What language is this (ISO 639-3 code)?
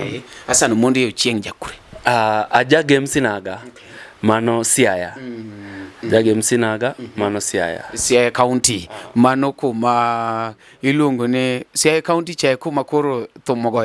luo